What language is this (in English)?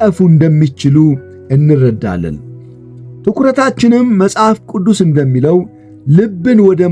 Amharic